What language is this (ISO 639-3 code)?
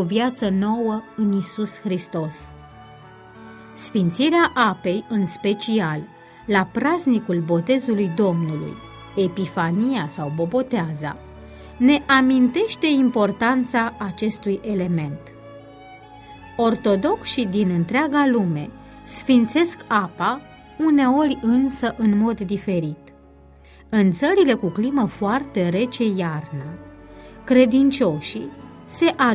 ron